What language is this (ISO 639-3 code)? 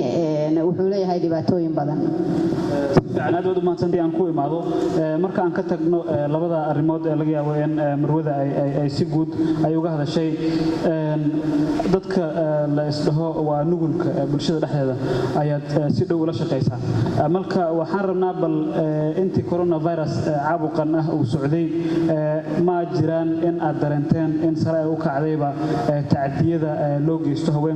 som